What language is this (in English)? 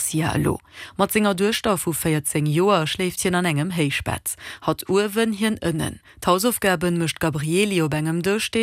Luxembourgish